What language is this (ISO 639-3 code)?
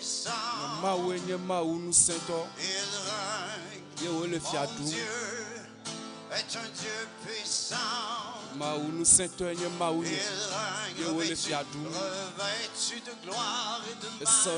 ewe